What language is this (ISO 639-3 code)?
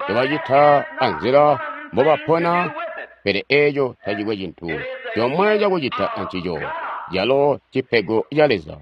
toi